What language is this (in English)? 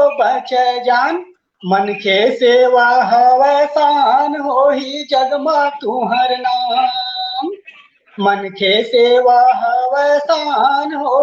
Chhattisgarhi